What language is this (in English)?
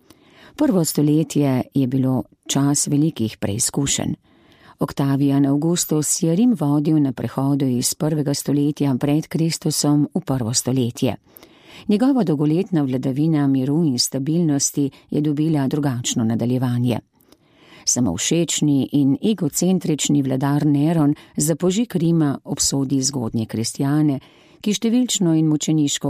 Slovenian